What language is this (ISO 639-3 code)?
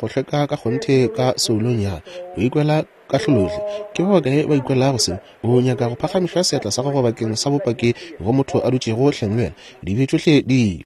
nso